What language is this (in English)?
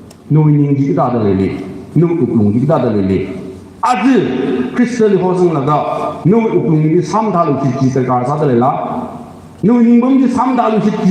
Tangkhul Naga (India)